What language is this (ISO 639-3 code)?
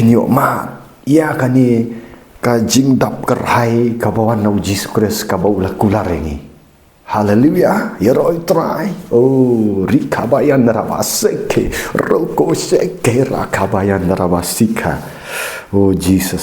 kha